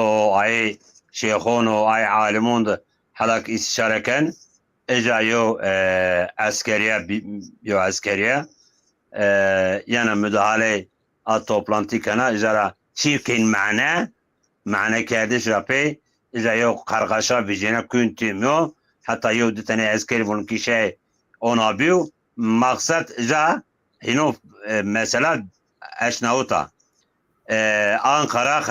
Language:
Zaza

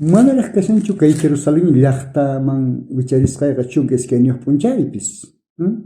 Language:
South Bolivian Quechua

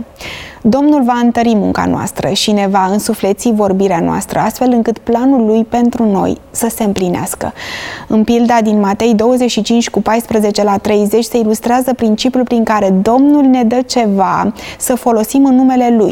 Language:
Romanian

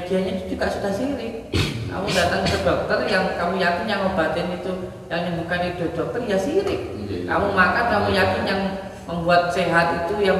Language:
Indonesian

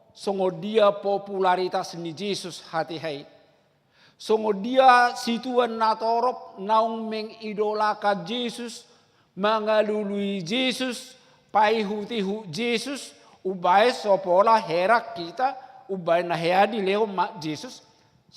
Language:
Batak Toba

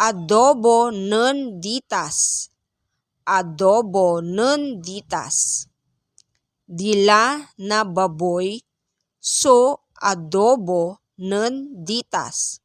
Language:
Pangasinan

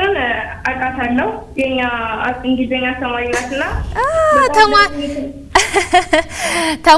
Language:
Amharic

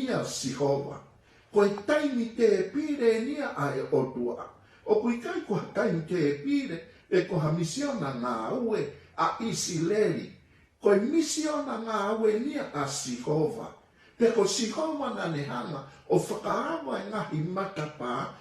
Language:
Tongan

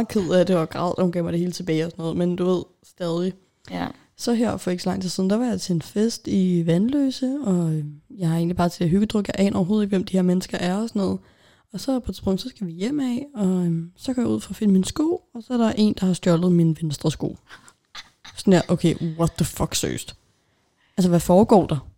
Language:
Danish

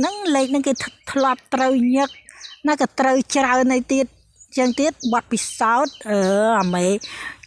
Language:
Khmer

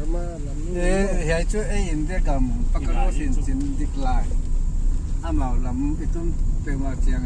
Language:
Paite Chin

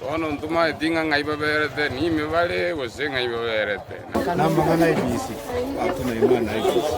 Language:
Gusii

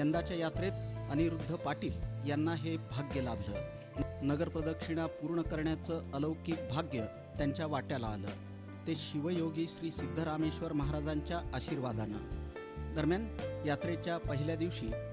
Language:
Marathi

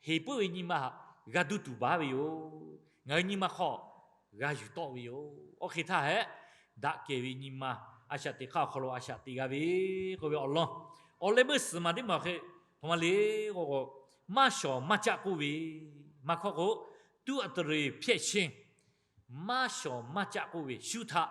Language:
Lahu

